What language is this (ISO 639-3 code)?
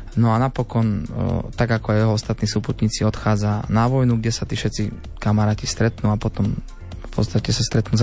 slk